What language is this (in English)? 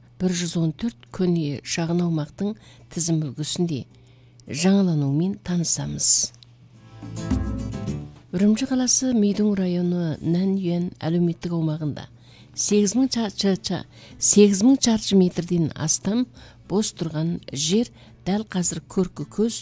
Kazakh